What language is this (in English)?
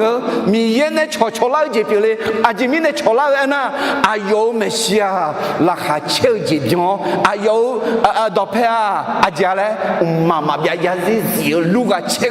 Akha